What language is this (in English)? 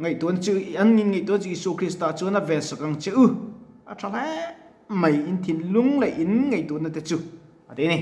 Mizo